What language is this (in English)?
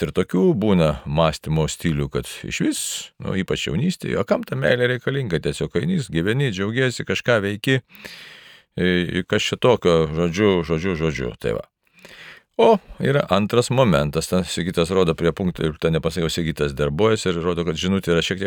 Lithuanian